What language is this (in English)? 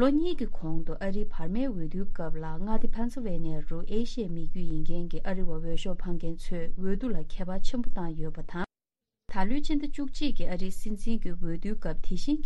Tibetan